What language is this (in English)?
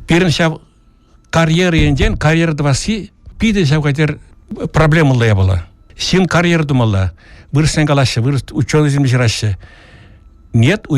Chuvash